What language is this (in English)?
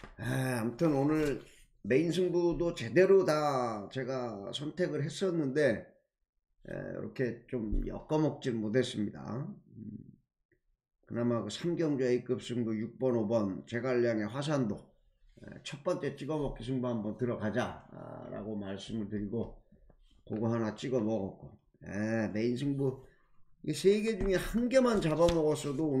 Korean